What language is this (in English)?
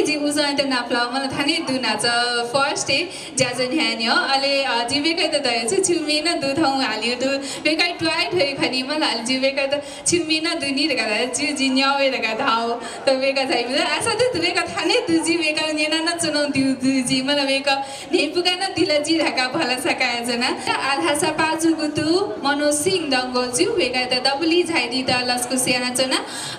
Newari